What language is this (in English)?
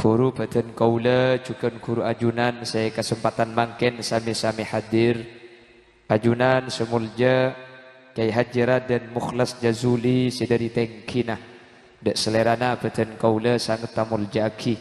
Madurese